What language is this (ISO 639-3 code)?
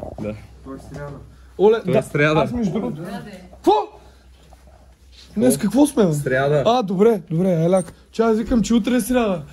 bul